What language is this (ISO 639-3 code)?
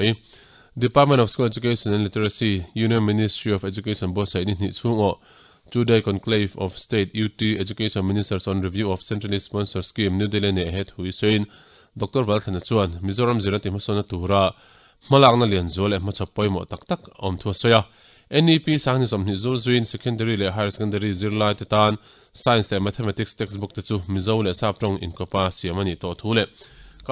lus